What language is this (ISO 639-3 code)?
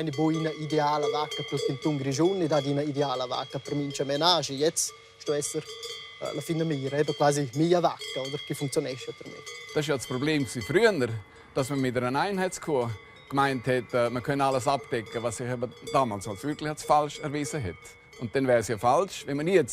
roh